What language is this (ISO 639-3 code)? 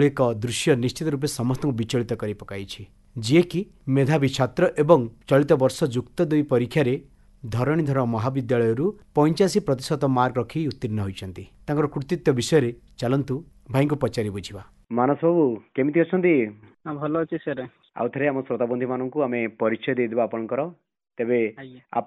ori